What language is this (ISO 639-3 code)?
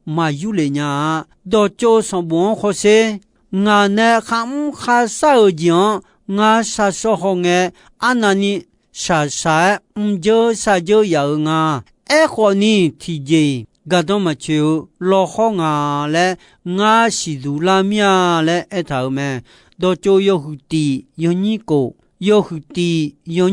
ahk